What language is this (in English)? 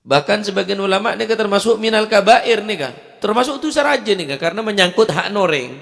Madurese